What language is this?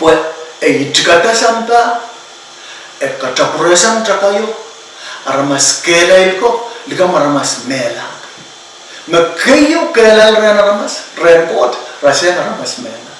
Pohnpeian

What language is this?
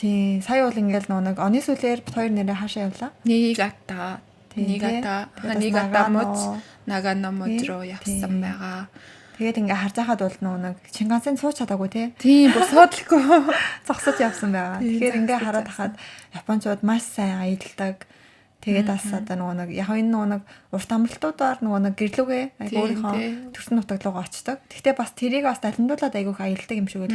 Mongolian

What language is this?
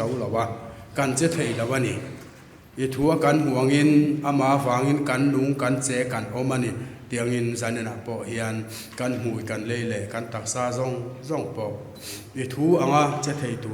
Mizo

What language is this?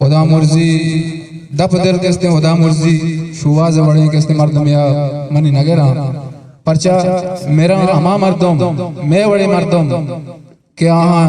Eastern Balochi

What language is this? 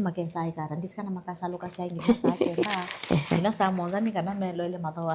Kamba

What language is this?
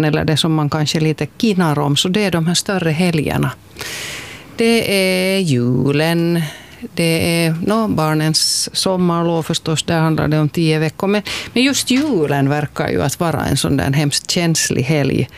Swedish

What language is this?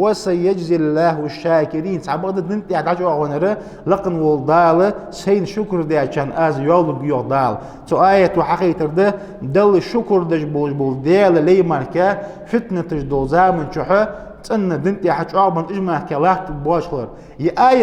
Ingush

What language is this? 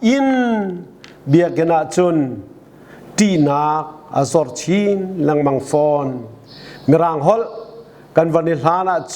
Hakha Chin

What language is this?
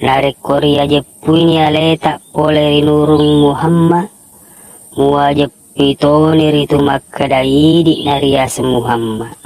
Buginese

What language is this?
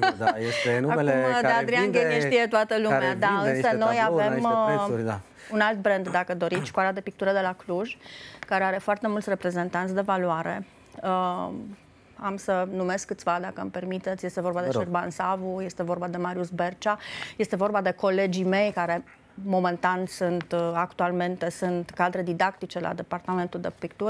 Romanian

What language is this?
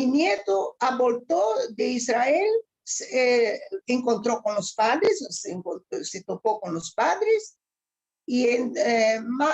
Ladino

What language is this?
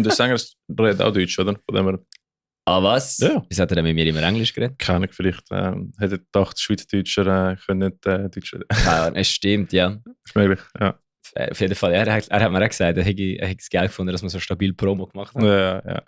Swiss German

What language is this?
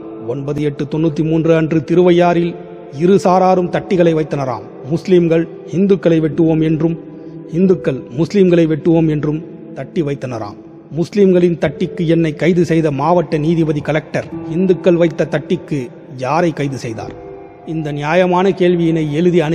Tamil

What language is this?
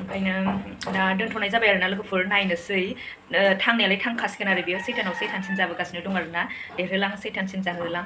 Bodo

